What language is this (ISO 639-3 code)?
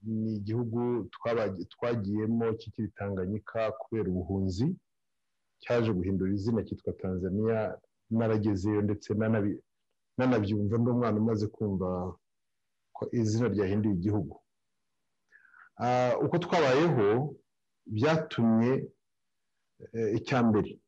kin